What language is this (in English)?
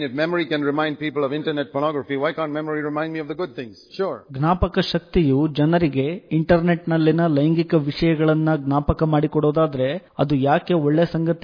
Kannada